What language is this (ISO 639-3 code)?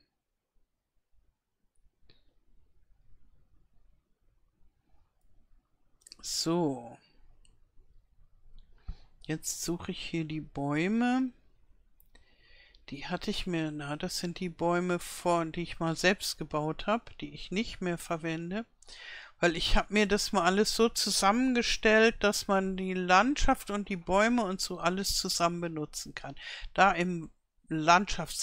deu